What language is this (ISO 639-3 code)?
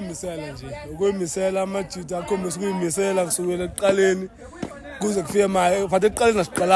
zul